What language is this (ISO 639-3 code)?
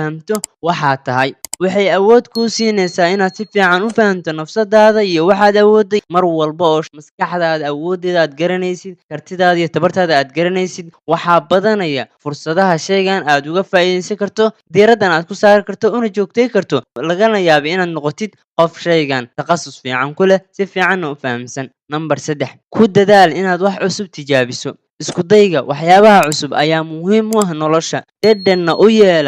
som